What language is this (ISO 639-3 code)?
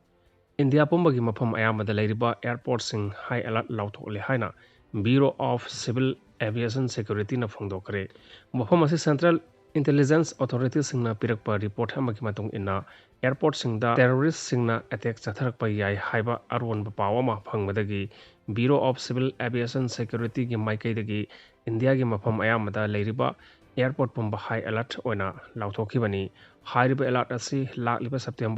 mni